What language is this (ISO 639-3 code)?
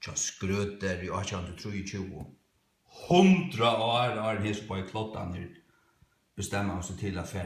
fao